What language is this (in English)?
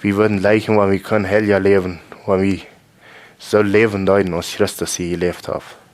Plautdietsch